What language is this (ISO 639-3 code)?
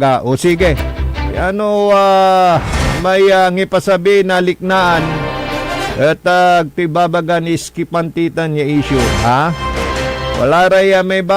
pag